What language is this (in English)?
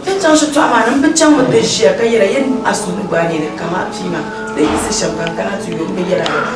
Dagbani